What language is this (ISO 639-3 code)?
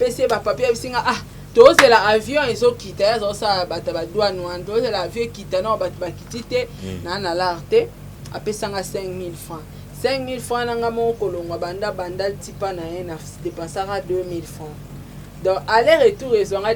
lin